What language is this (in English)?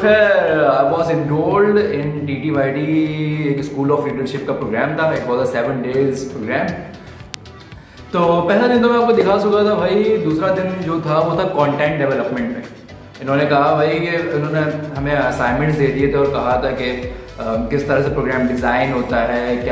Hindi